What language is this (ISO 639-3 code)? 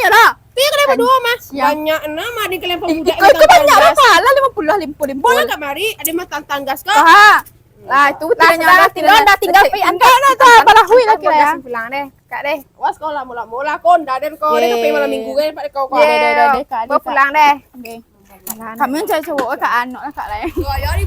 min